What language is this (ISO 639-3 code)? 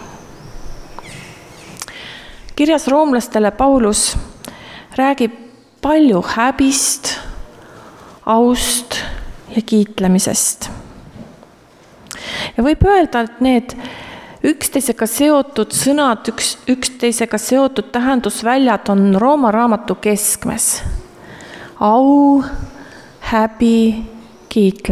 est